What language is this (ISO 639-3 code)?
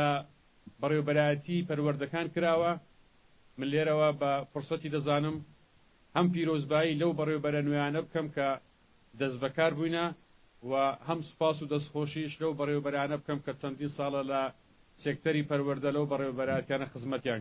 ckb